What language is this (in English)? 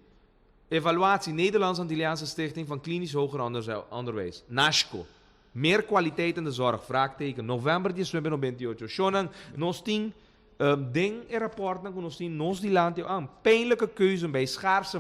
Papiamento